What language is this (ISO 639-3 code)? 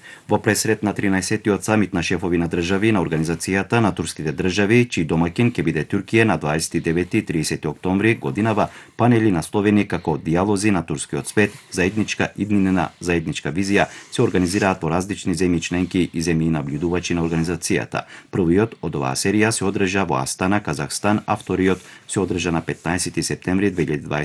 mkd